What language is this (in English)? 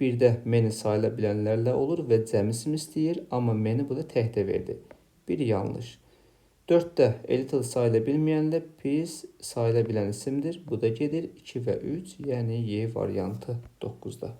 Azerbaijani